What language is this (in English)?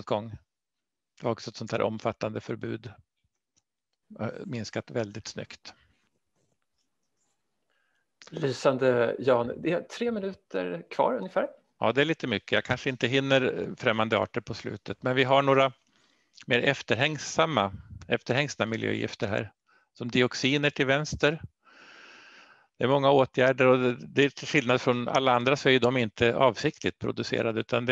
Swedish